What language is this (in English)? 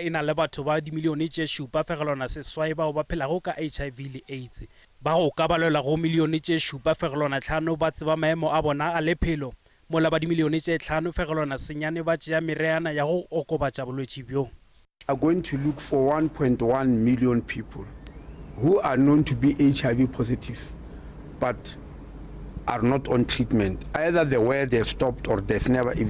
Northern Sotho